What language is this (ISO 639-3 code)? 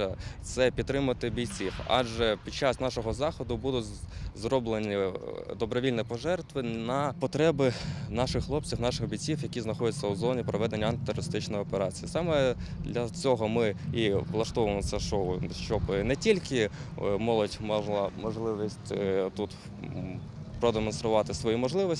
ukr